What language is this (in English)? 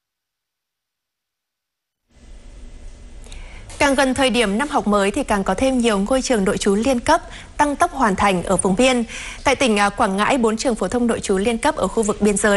Vietnamese